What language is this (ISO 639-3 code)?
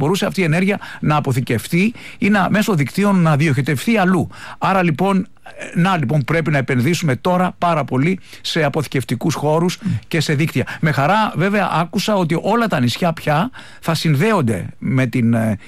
ell